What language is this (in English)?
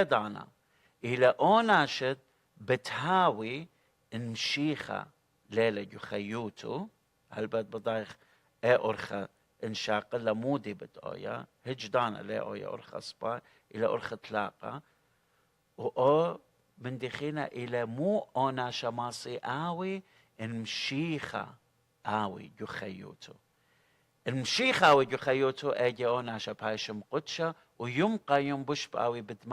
Assyrian Neo-Aramaic